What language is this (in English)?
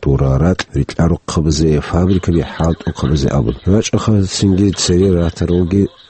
Avaric